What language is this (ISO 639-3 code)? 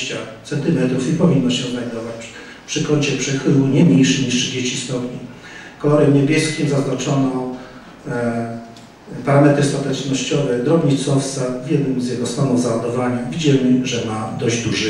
pol